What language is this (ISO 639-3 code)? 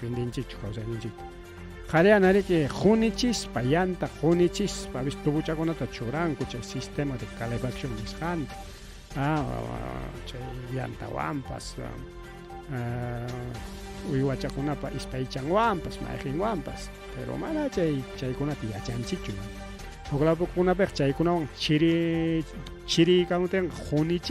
quy